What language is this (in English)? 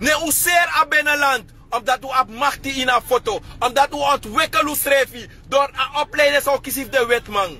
Sranan Tongo